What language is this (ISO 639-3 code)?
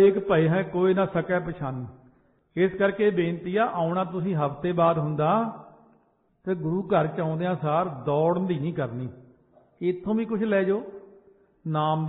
pan